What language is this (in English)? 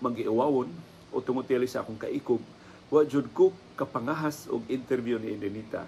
Cebuano